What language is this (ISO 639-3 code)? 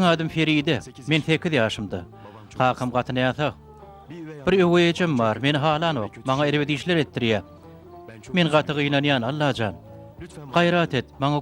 tuk